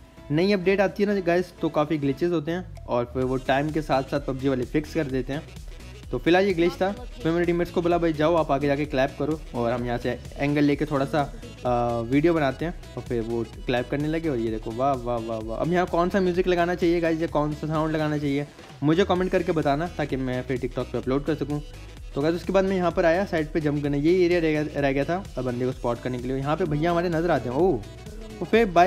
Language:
Hindi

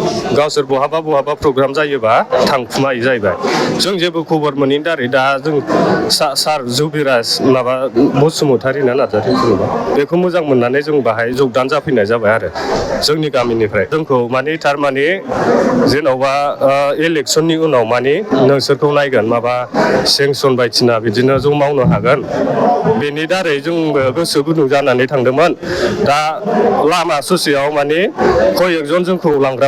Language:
Bodo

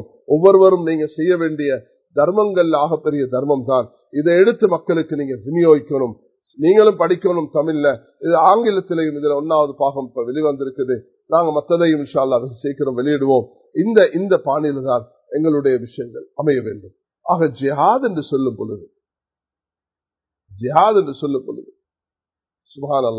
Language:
Tamil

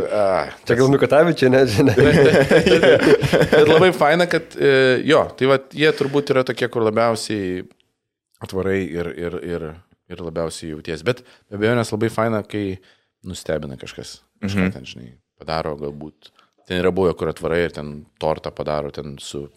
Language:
Lithuanian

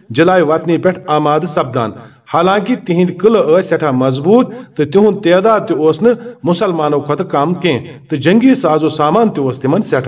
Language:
Kashmiri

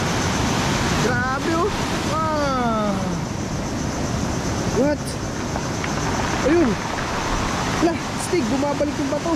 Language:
Filipino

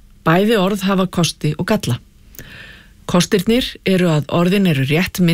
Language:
Icelandic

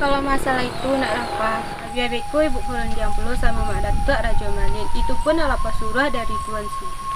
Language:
Minangkabau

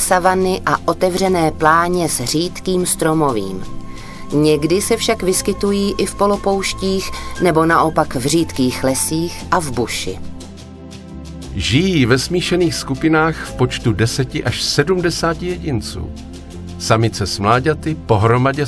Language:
Czech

